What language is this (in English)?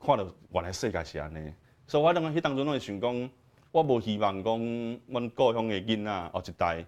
Min Nan Chinese